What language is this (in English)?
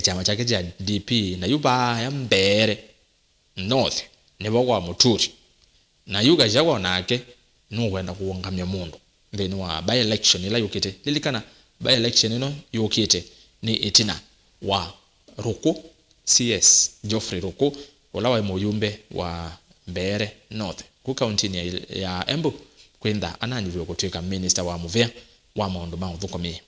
Kamba